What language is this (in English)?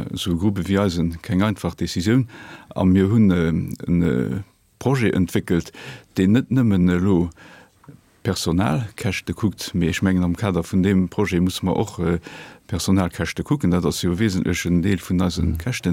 Luxembourgish